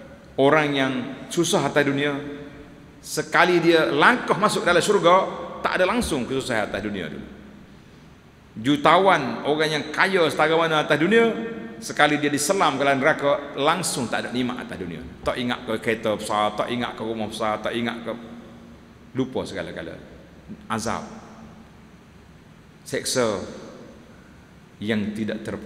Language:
Malay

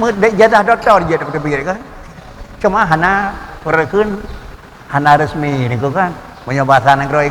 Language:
Achinese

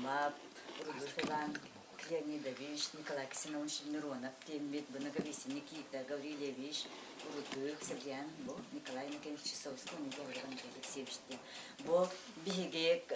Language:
Yakut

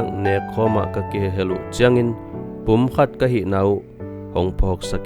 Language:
Tedim Chin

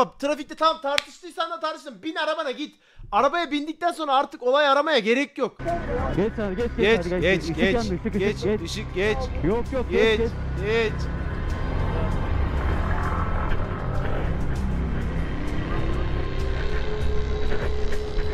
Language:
Turkish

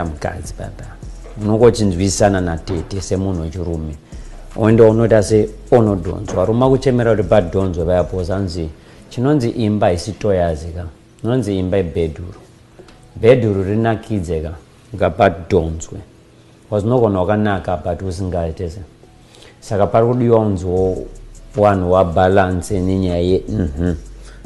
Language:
Shona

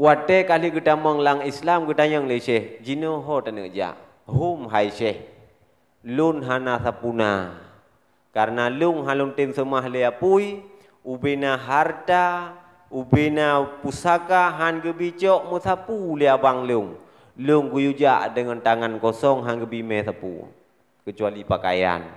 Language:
Achinese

